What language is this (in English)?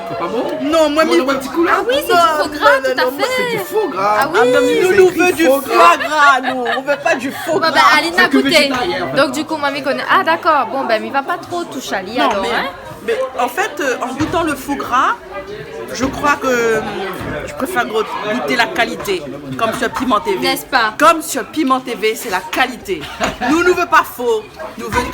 Réunion Creole French